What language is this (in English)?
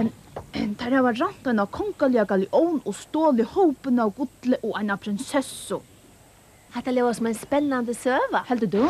Faroese